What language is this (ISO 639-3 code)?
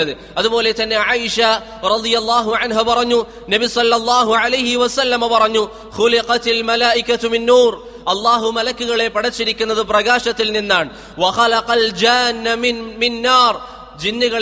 mal